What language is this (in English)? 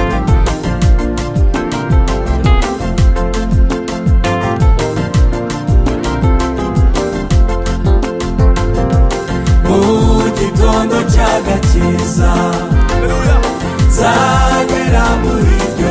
Kinyarwanda